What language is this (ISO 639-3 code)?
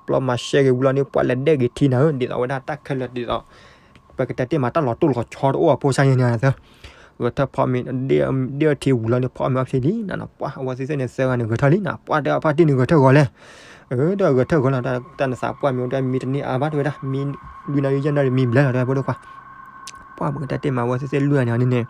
ksw